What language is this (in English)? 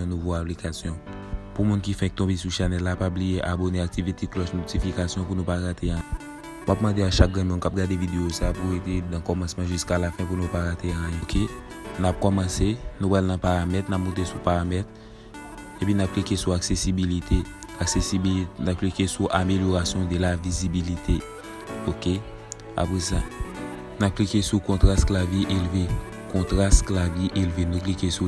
Haitian Creole